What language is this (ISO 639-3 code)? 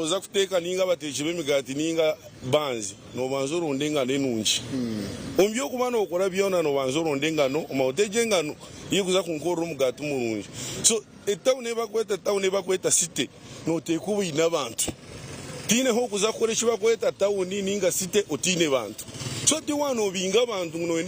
nyn